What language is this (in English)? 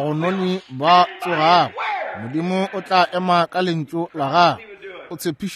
Northern Sotho